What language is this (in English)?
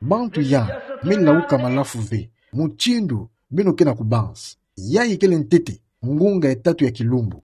Kituba (Democratic Republic of Congo)